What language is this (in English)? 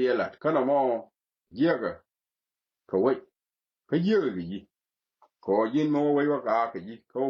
Nuer